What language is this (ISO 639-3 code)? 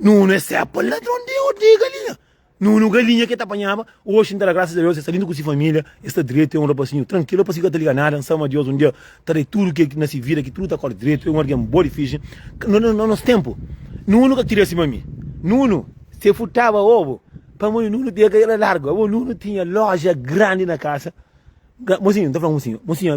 kea